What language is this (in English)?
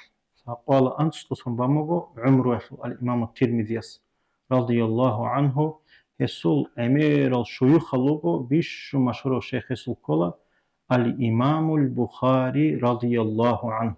Avaric